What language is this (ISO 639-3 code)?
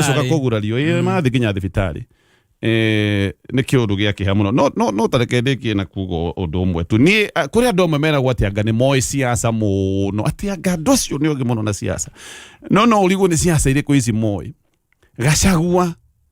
kik